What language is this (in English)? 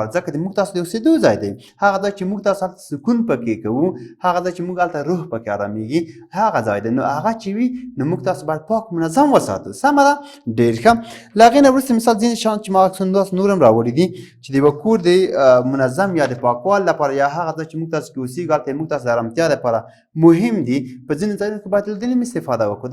Pashto